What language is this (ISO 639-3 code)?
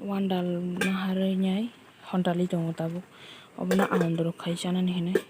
trp